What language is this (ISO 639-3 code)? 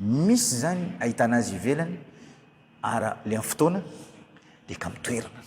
mlg